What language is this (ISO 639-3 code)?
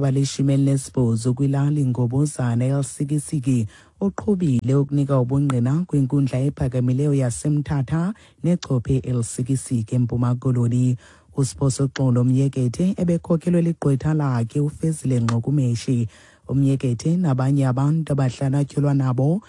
xho